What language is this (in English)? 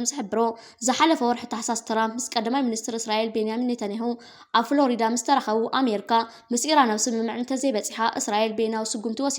Tigrinya